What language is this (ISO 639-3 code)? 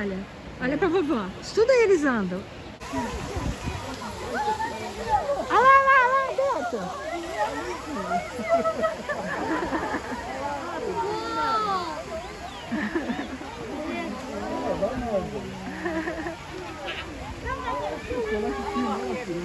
por